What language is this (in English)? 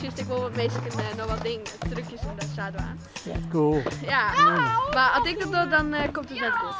Western Frisian